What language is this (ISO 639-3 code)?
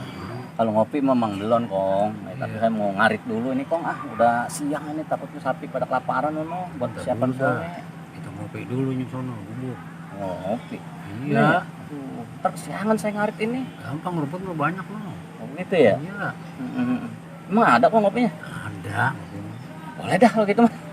bew